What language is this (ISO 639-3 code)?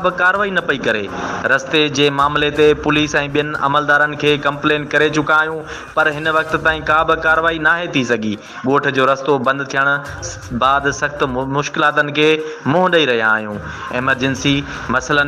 snd